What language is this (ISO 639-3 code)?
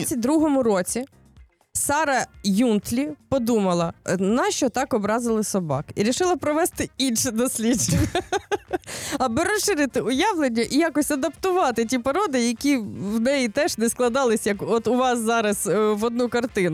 ukr